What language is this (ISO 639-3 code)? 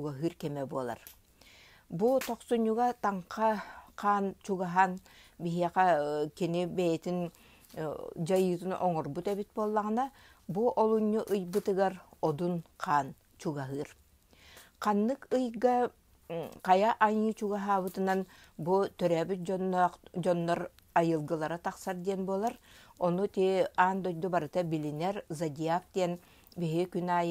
sah